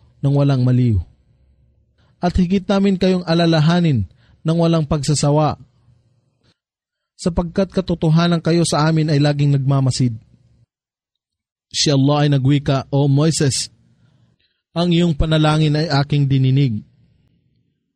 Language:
Filipino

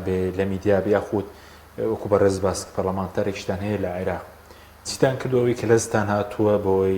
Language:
Central Kurdish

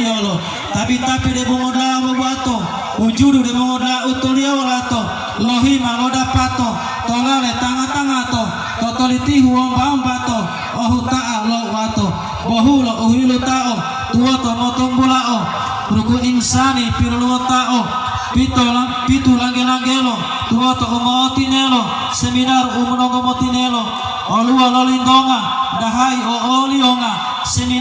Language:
Gorontalo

